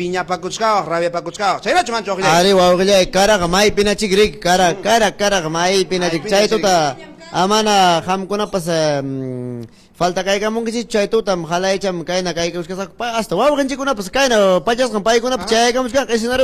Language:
Ayacucho Quechua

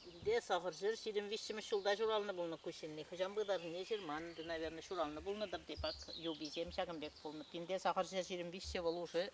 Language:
Chuvash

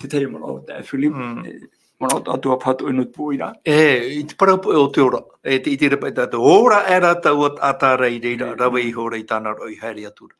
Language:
Tahitian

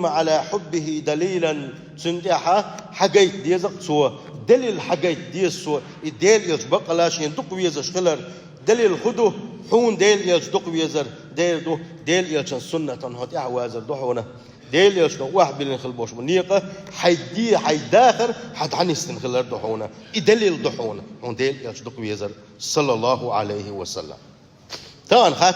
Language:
Chechen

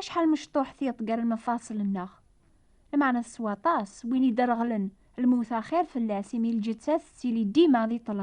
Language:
Kabyle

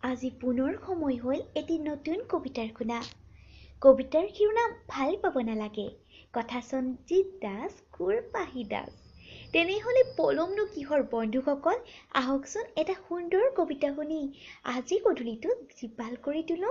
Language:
Assamese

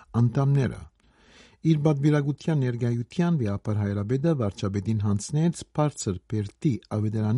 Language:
Armenian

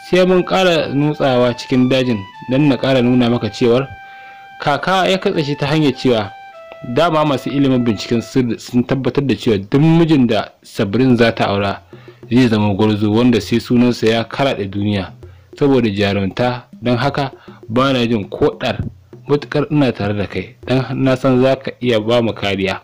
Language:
Hausa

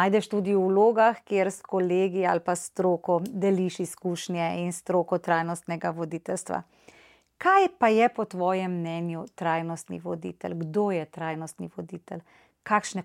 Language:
Slovenian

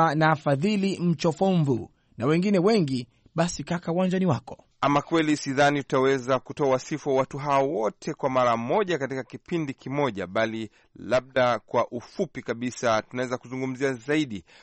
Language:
Swahili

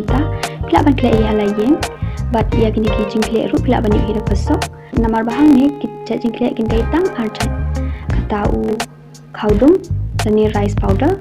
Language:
Khasi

